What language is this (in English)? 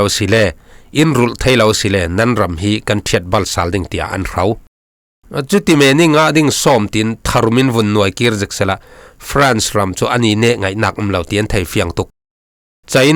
Falam Chin